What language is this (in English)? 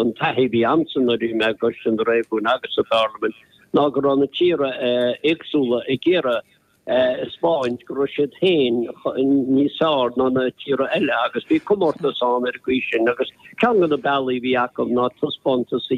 Irish